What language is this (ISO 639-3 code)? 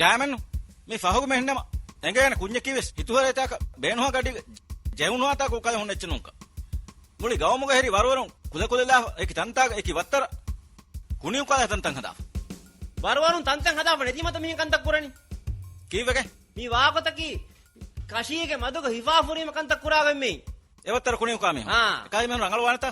div